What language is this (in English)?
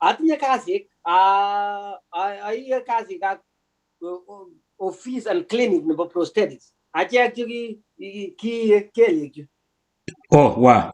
Kalenjin